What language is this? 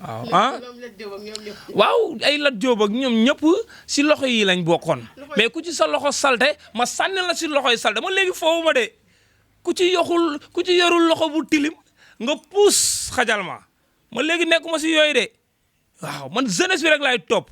Wolof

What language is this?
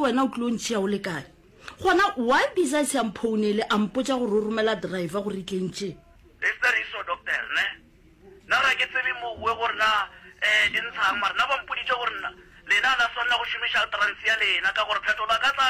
Northern Sotho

